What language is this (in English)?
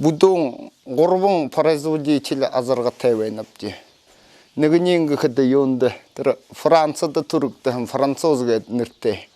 Buriat